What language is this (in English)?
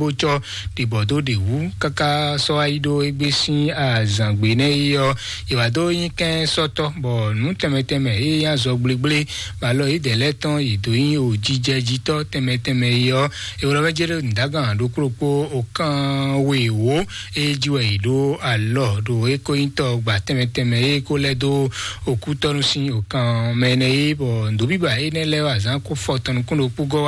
Fon